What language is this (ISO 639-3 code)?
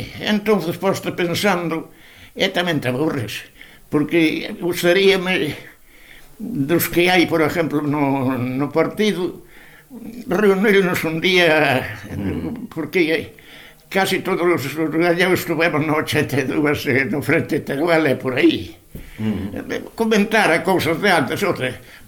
glg